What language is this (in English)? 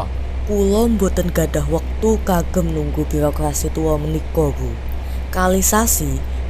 Javanese